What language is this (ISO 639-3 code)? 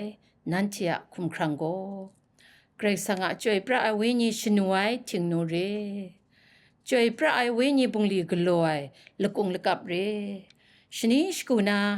kac